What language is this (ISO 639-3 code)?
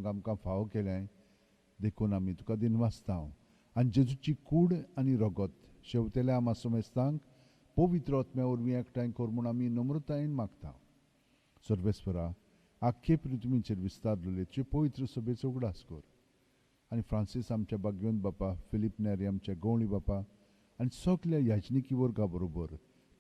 kok